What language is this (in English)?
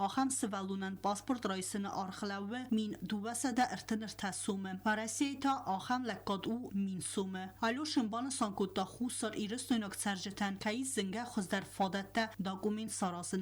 Ossetic